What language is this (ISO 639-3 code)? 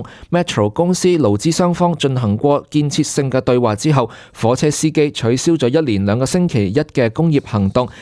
yue